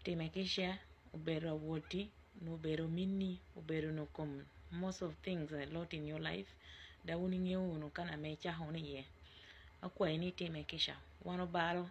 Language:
Acoli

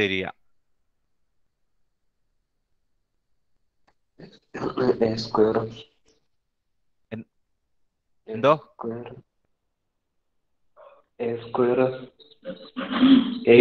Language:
Malayalam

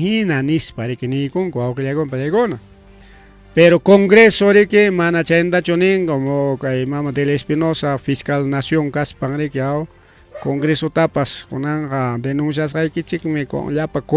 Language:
Ayacucho Quechua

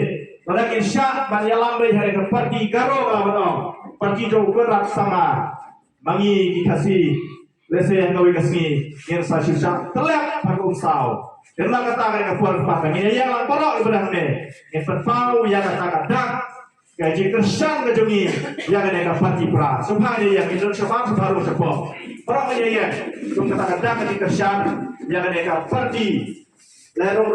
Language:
Khasi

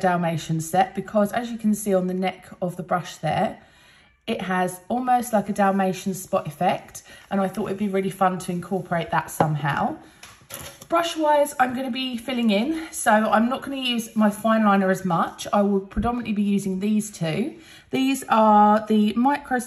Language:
English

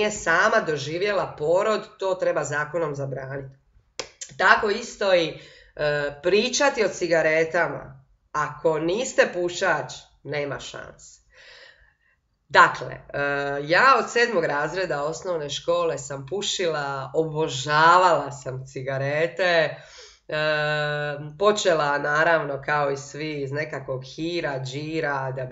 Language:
Croatian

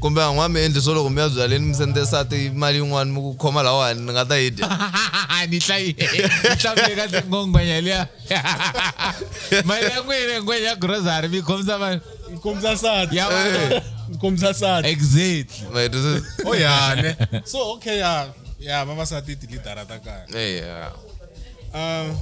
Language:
Tsonga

